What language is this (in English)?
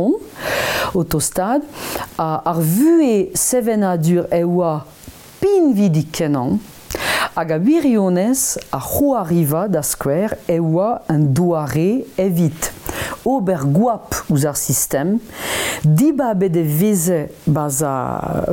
Breton